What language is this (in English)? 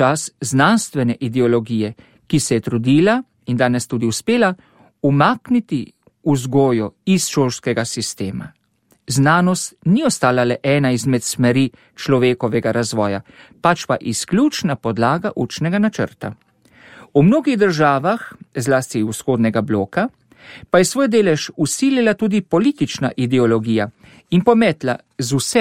Slovenian